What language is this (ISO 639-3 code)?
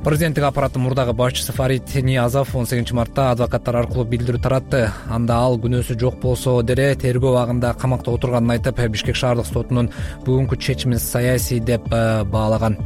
kir